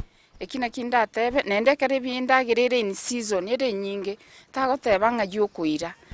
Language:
Gusii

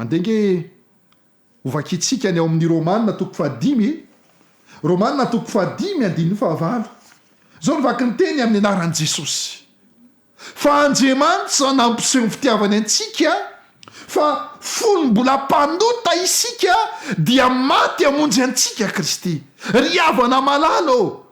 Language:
Malagasy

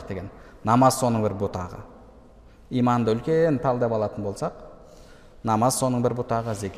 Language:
Kazakh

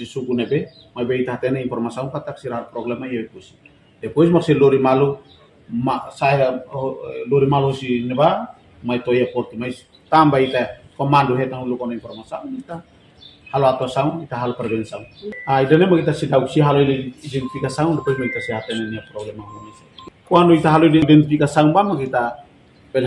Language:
Tetum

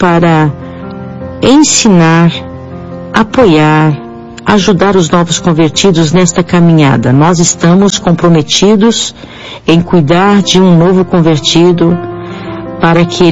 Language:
Portuguese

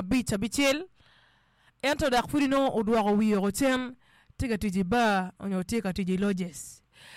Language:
Acoli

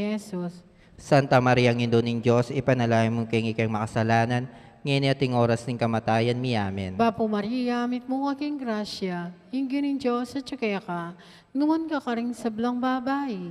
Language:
Pampanga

